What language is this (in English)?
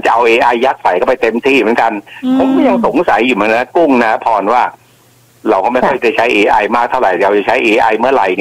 Thai